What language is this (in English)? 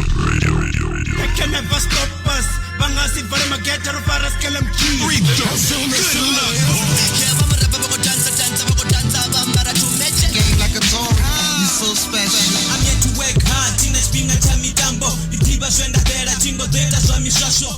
Venda